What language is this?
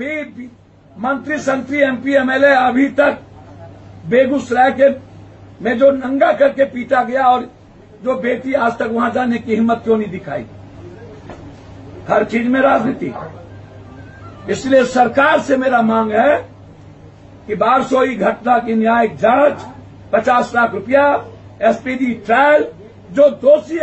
Hindi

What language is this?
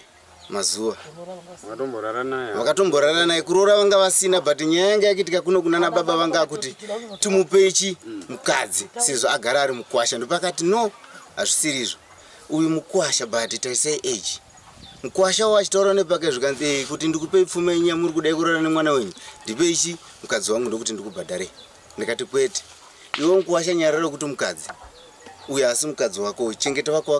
Shona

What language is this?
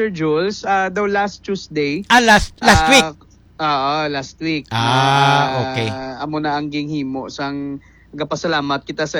Hiligaynon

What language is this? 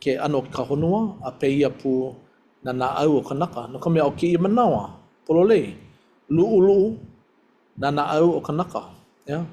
Hawaiian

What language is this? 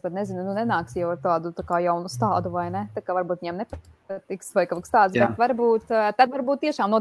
Latvian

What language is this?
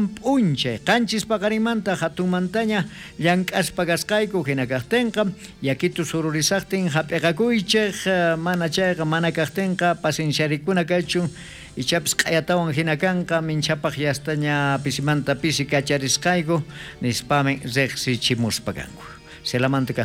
South Bolivian Quechua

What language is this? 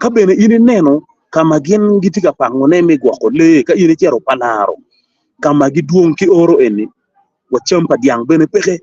Acoli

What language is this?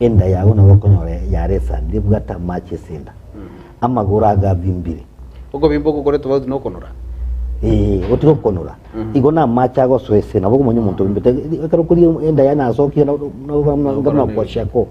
Gusii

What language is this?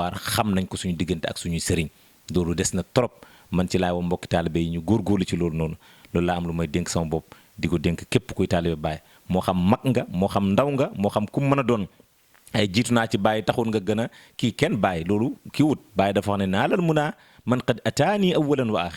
Wolof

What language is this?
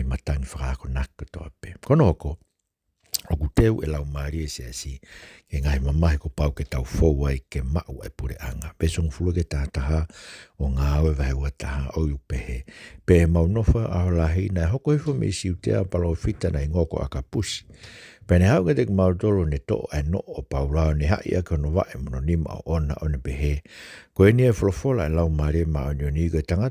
Tongan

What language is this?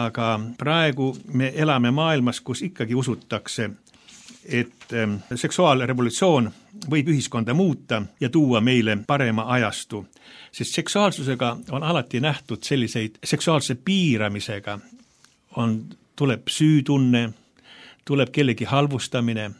Estonian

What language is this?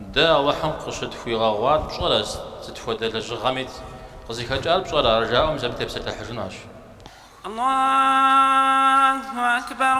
Kabardian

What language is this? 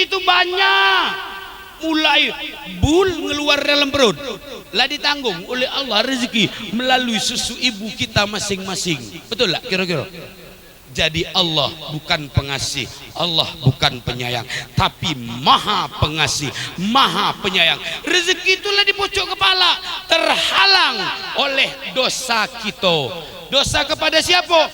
Musi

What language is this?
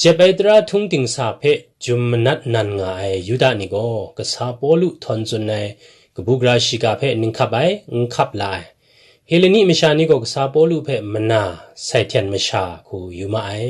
Kachin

